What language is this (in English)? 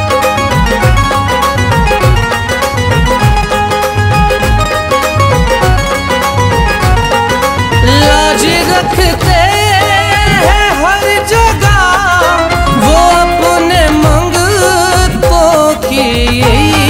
Hindi